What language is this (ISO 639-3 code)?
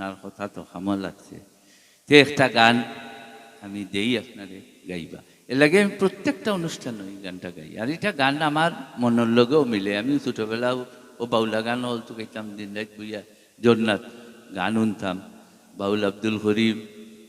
syl